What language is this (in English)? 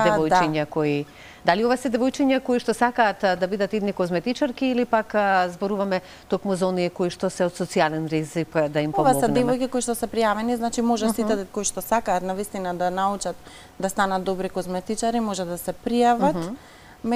Macedonian